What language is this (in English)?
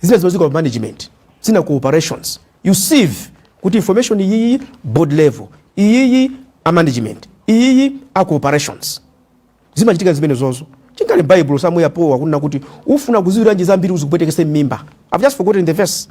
Nyanja